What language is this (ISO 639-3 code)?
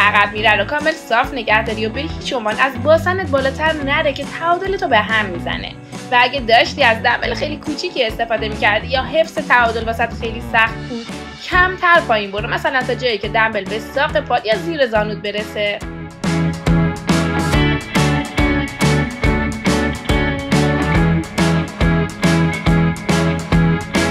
fas